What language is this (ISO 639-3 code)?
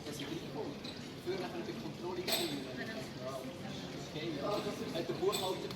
gsw